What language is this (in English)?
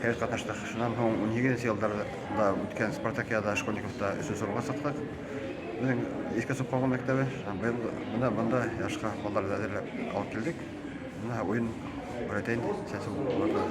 Bashkir